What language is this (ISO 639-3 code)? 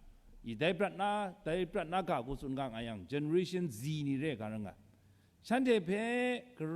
kac